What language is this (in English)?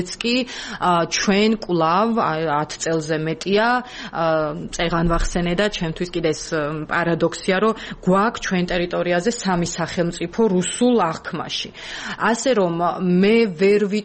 Georgian